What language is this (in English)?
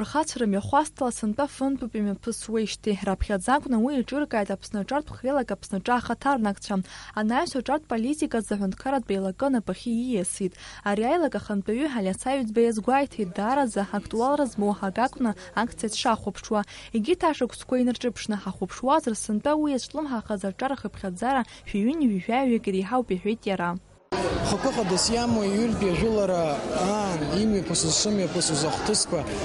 Abkhazian